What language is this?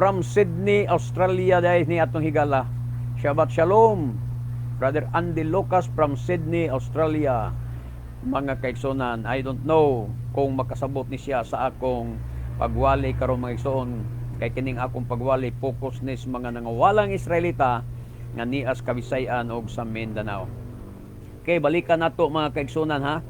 Cebuano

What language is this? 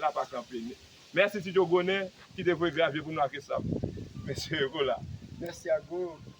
Haitian Creole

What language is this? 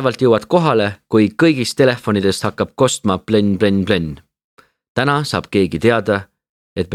Estonian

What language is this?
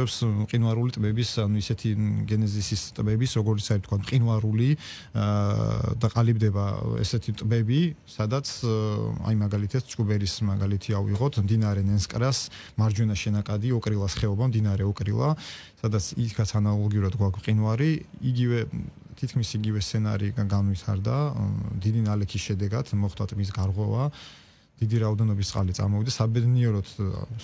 Georgian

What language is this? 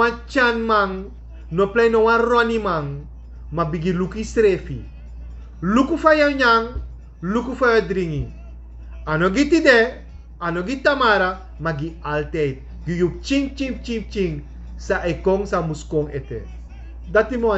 Sranan Tongo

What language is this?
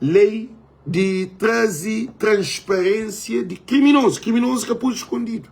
Kabuverdianu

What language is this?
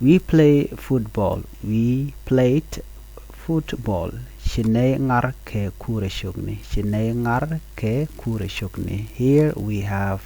Nuer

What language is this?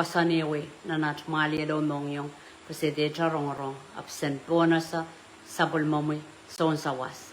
Pohnpeian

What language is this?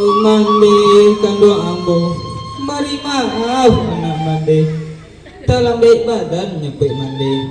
Minangkabau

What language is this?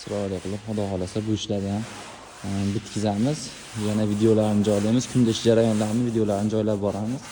Uzbek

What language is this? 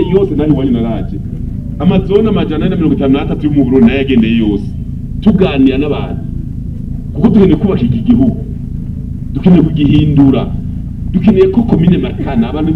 Rundi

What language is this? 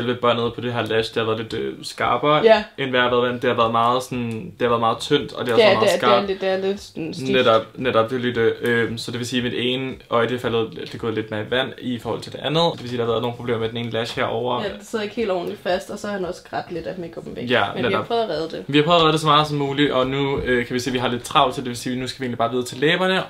Danish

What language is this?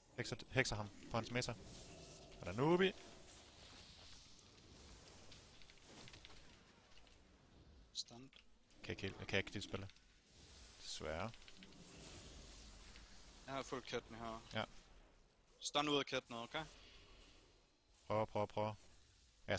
Danish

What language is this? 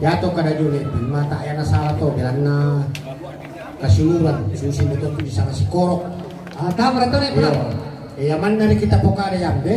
Toraja-Sa'dan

